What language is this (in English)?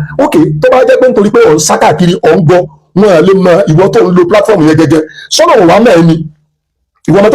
Yoruba